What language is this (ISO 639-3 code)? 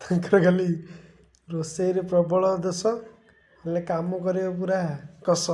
ori